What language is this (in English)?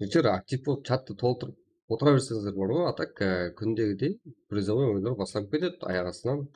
Kara-Kalpak